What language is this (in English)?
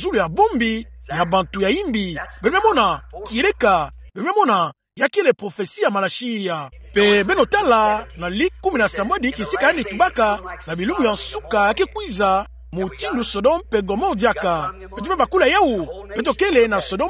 Kituba (Democratic Republic of Congo)